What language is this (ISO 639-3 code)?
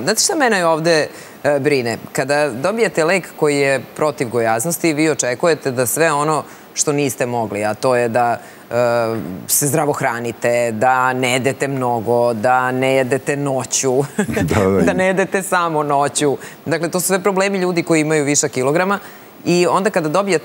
srp